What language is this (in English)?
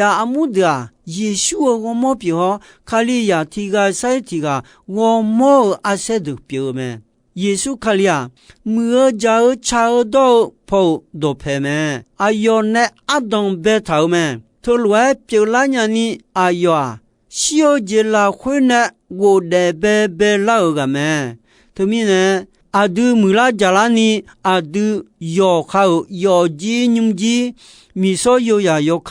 Akha